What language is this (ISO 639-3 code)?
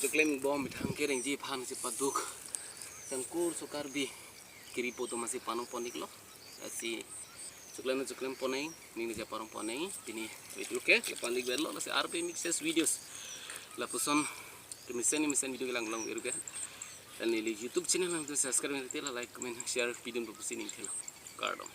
mjw